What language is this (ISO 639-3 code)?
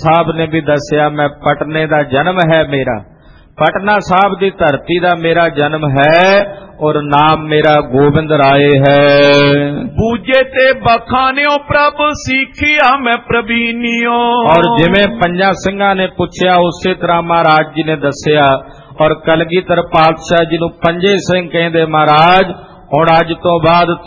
pan